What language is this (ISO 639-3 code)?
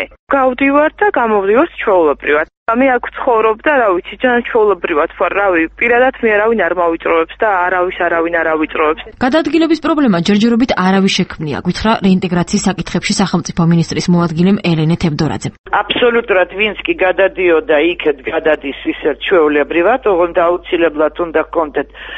kat